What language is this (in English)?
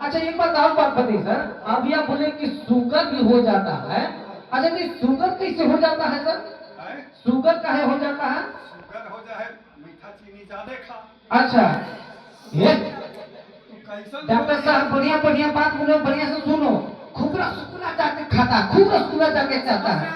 Magahi